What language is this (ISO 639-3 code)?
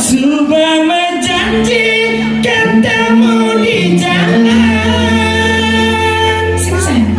ban